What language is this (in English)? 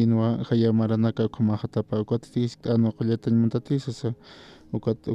Aymara